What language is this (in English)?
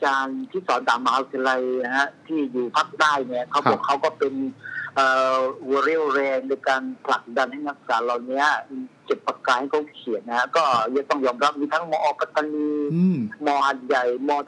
Thai